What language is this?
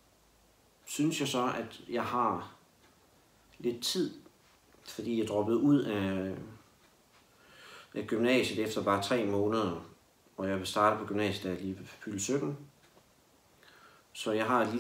Danish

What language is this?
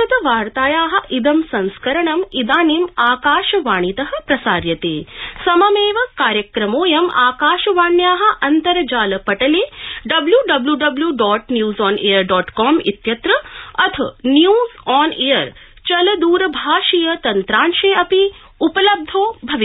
Sanskrit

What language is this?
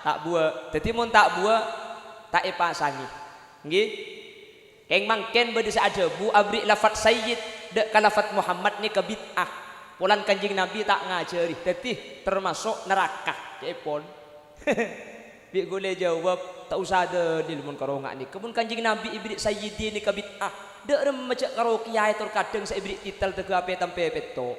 Madurese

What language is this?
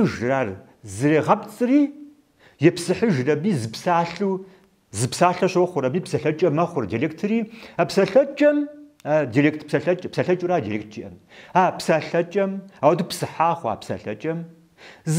Kabardian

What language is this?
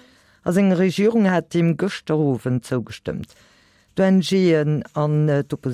Luxembourgish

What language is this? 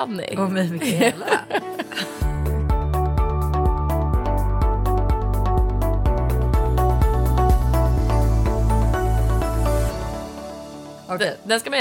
Swedish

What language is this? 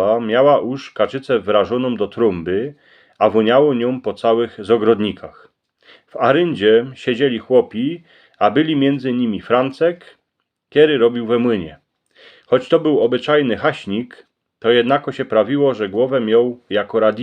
Silesian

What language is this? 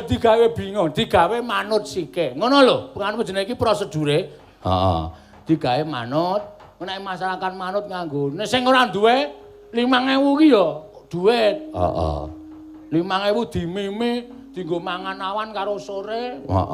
Javanese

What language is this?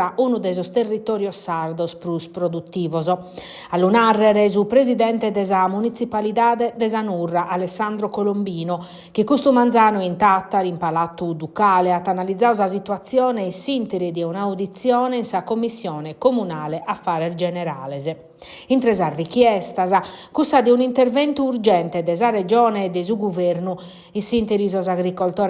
Sardinian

